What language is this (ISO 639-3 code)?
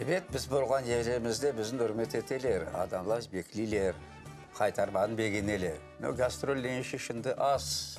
crh